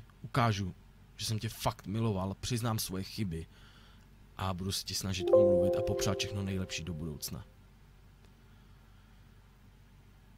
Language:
Czech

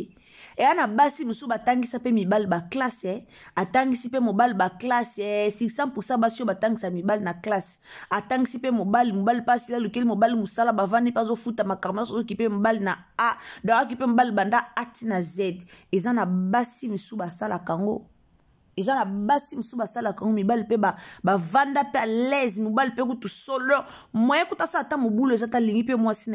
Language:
Lingala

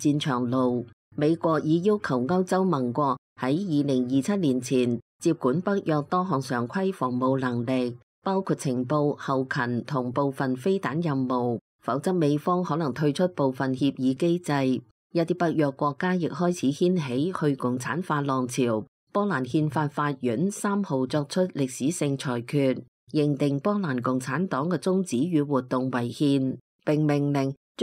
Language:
Cantonese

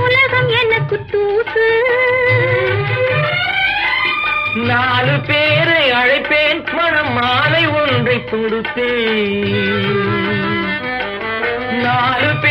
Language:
Tamil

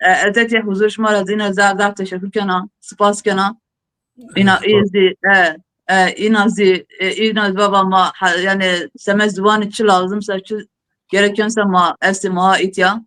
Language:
Zaza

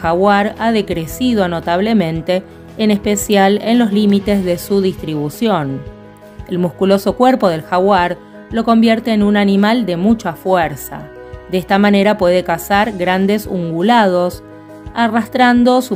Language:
Spanish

